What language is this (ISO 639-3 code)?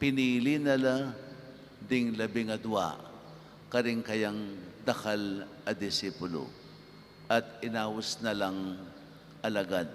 pam